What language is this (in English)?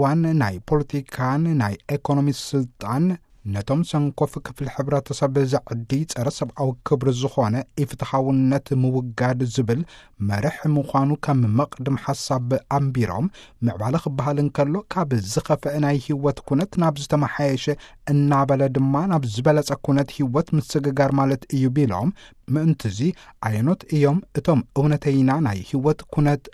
Tigrinya